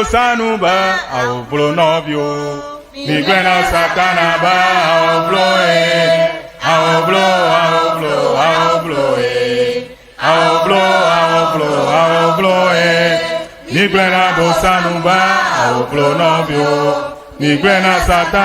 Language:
Ewe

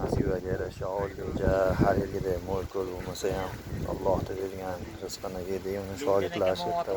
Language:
Uzbek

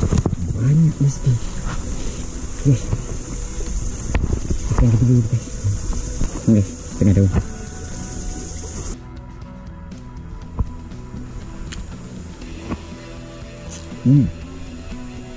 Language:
Malay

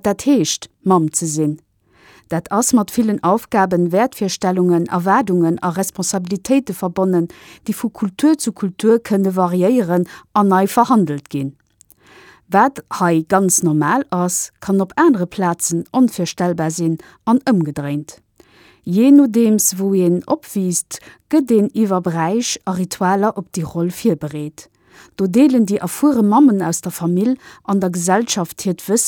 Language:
Luxembourgish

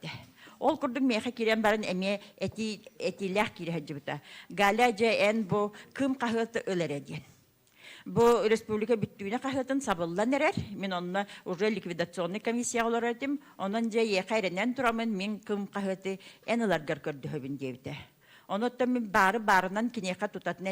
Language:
Yakut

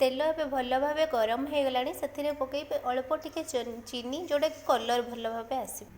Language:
Odia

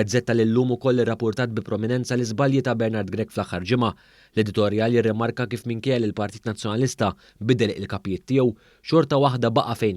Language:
Maltese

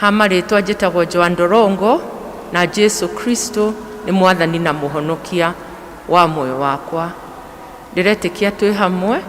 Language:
Kikuyu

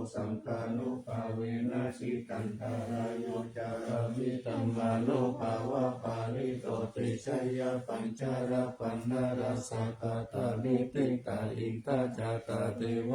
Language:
Pali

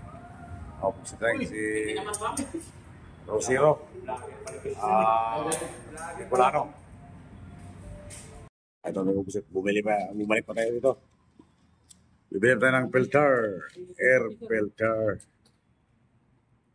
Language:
Filipino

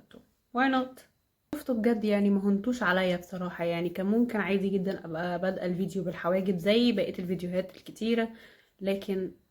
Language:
Egyptian Arabic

